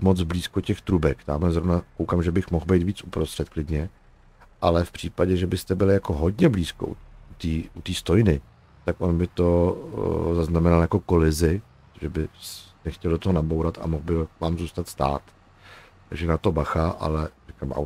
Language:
Czech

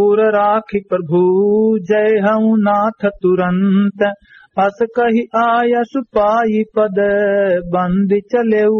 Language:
Awadhi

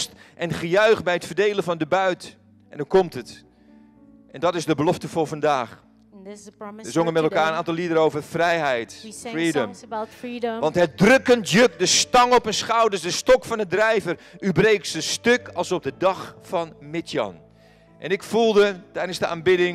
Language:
Dutch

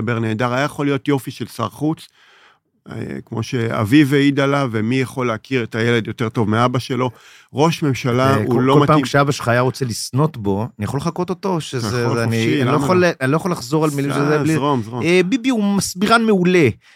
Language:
Hebrew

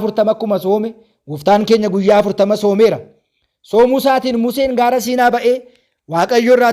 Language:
Oromo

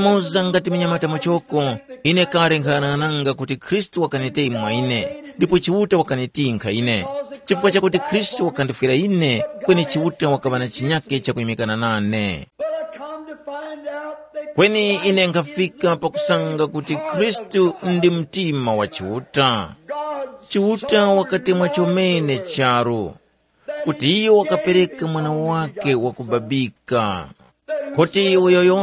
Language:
Tumbuka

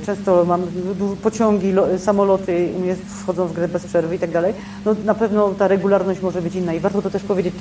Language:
Polish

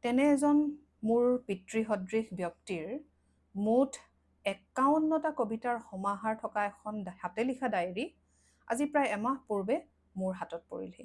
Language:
Assamese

